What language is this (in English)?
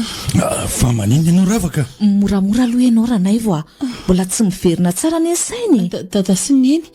Malagasy